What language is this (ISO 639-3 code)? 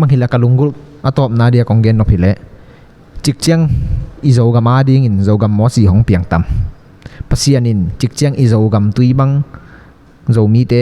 ctd